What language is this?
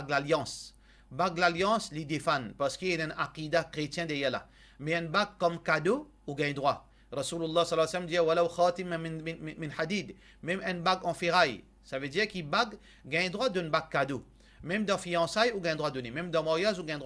Morisyen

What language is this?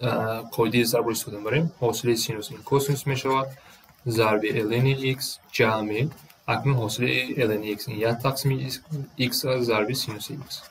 Tajik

